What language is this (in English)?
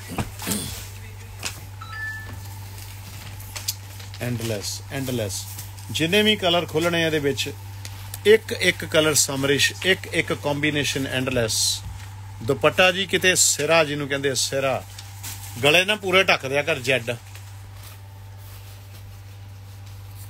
Punjabi